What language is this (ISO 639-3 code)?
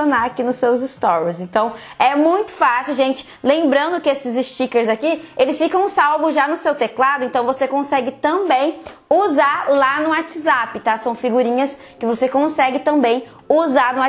por